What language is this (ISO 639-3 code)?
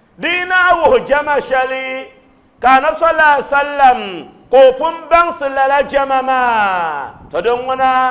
dag